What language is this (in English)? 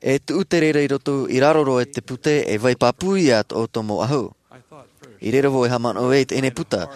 Tahitian